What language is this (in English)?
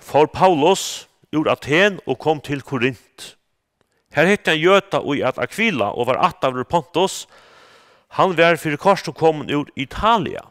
Faroese